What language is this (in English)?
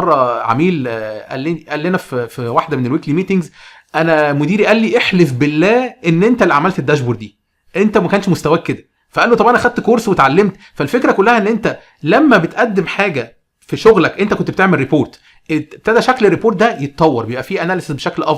Egyptian Arabic